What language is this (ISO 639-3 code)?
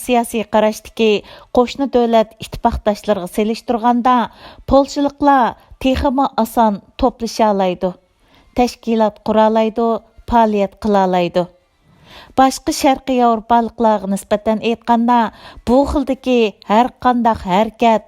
uig